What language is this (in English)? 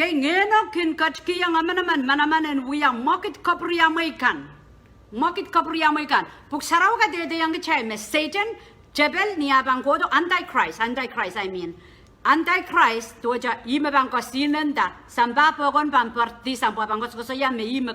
Pohnpeian